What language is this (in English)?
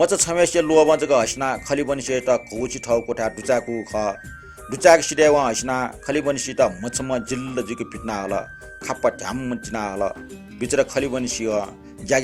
Newari